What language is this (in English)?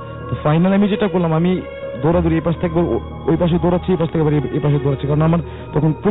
Bangla